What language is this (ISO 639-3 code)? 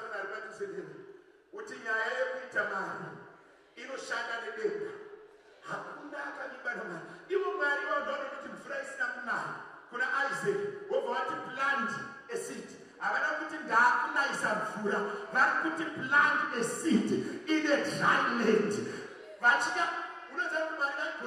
sna